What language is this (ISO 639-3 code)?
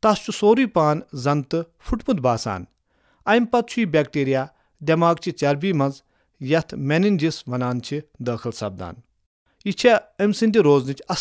kas